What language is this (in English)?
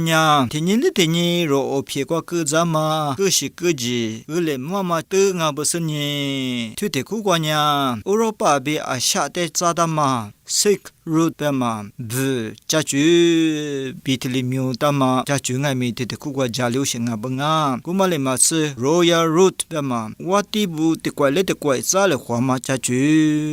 Lisu